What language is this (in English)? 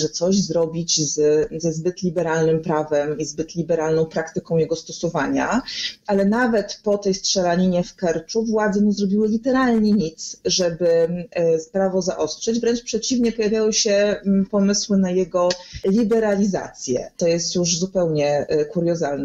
Polish